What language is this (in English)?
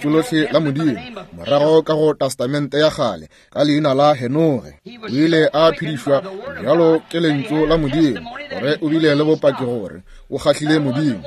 Northern Sotho